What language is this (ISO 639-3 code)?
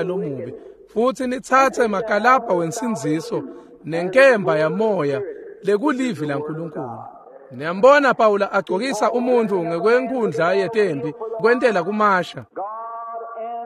ssw